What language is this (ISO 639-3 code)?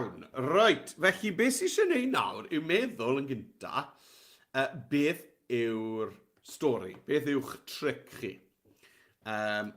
cym